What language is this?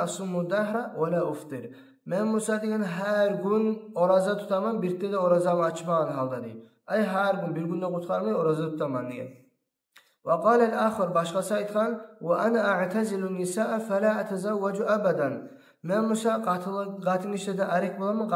Kumyk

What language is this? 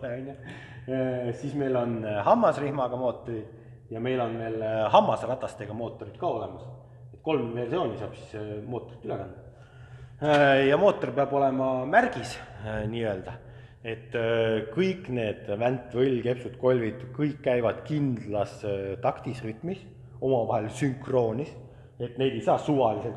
Estonian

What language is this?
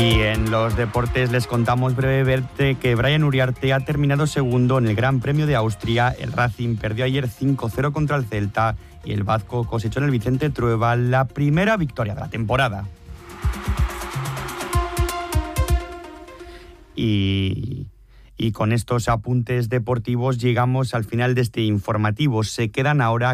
Spanish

